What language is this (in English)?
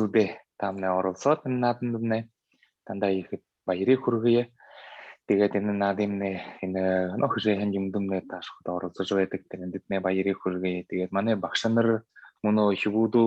Buriat